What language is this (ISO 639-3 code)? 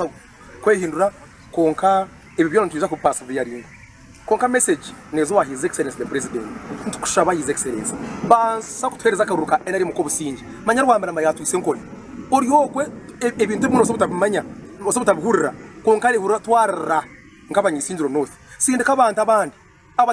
nyn